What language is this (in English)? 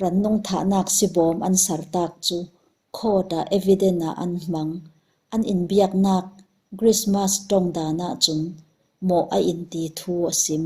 Falam Chin